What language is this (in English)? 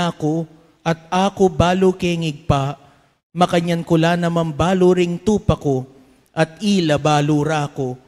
Pampanga